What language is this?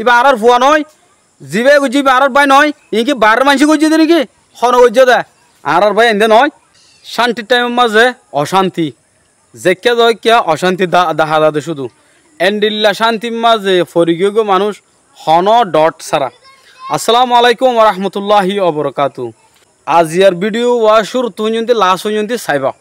Rohingya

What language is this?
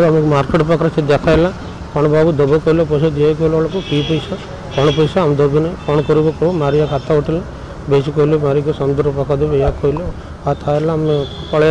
Odia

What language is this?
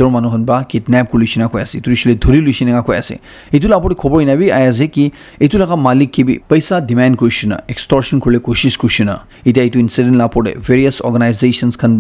Naga Pidgin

